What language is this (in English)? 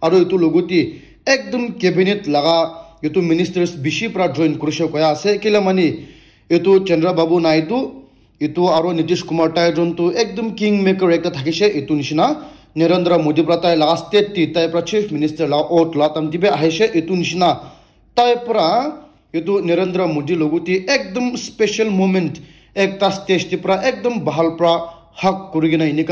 Naga Pidgin